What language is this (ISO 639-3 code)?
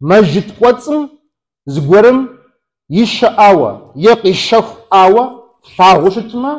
kbd